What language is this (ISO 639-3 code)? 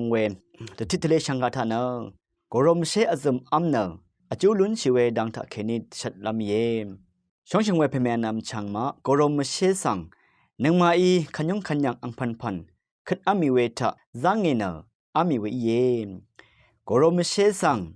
raw